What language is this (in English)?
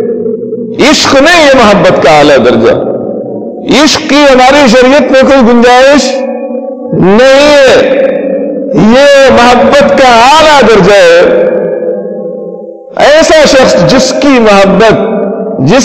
Urdu